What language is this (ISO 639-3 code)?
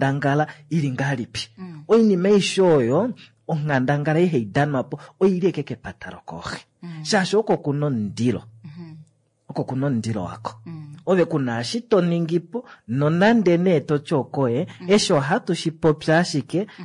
kua